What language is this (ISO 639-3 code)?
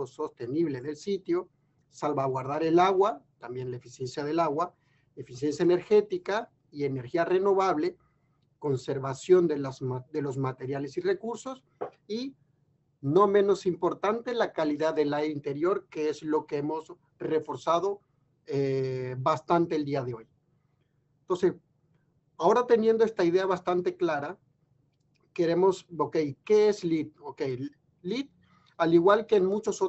spa